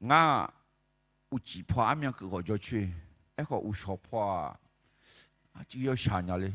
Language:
Akha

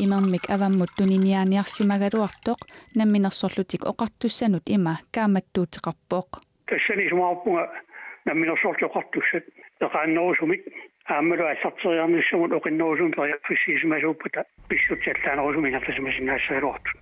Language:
Kalaallisut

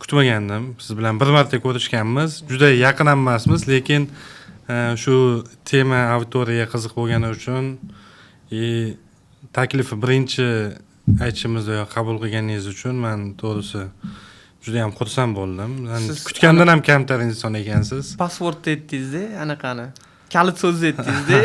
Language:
Uzbek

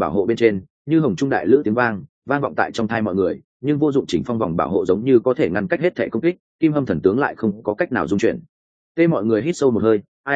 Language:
Vietnamese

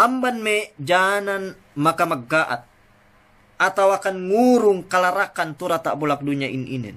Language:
Yakan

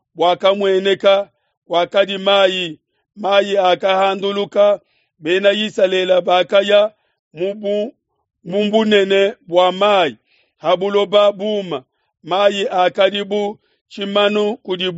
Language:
Luba-Lulua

